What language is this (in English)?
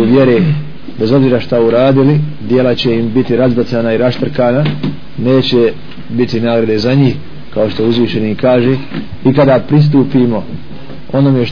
Bosnian